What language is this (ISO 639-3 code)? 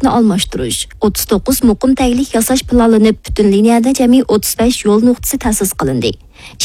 uig